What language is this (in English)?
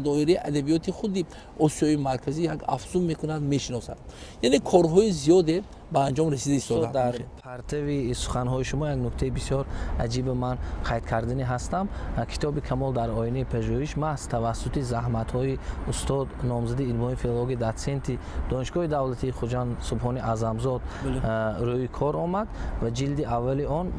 Tajik